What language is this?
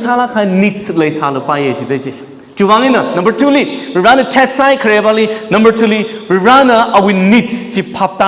Tangkhul Naga (India)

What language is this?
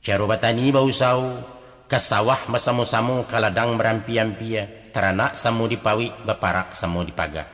Minangkabau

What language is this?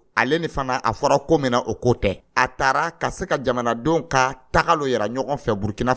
Dyula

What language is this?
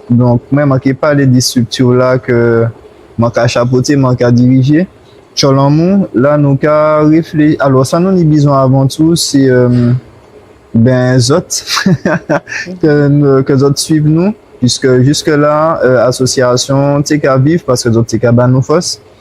Guadeloupean Creole French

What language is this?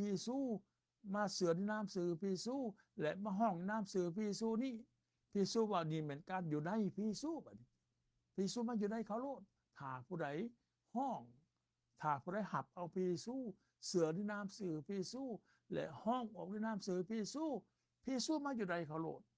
Lao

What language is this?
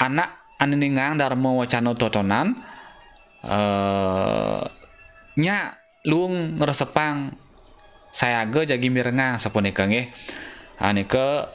Balinese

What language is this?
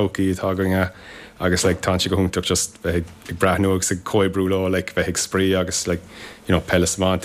Irish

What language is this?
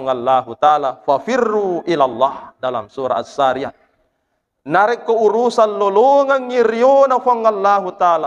Buginese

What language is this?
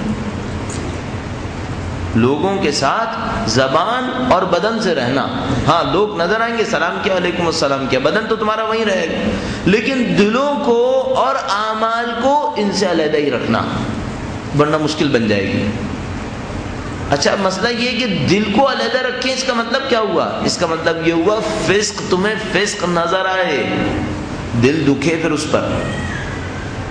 Urdu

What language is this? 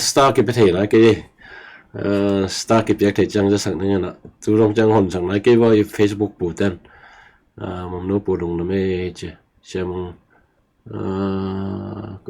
Tedim Chin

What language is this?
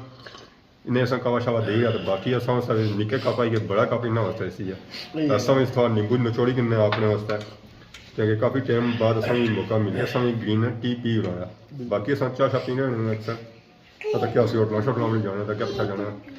Pahari-Potwari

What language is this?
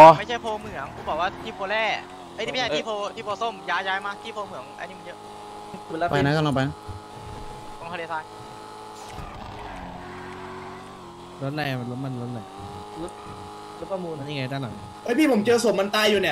Thai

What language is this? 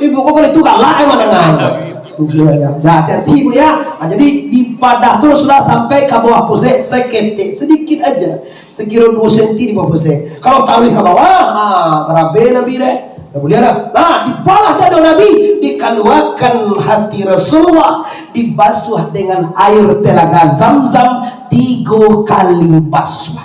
Minangkabau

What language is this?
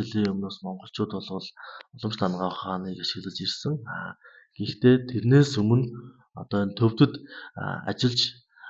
Mongolian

